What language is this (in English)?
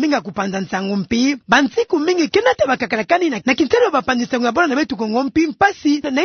Kituba (Democratic Republic of Congo)